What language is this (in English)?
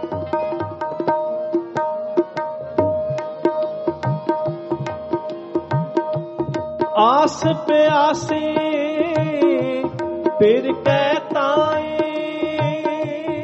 Punjabi